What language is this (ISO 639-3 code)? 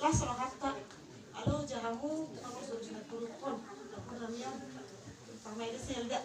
bbc